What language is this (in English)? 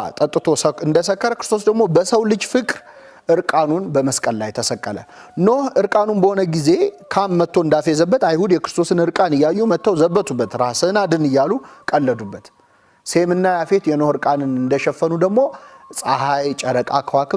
Amharic